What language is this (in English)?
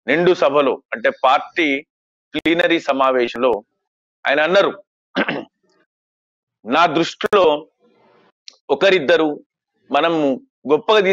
Telugu